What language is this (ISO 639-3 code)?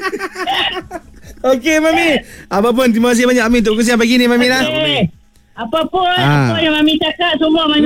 msa